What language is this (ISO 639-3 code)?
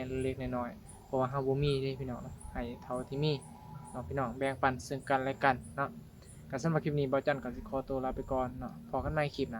tts